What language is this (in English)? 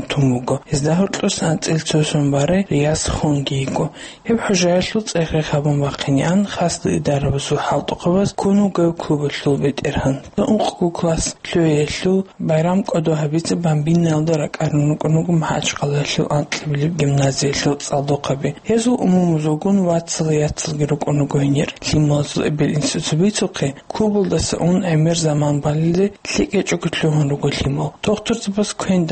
Avaric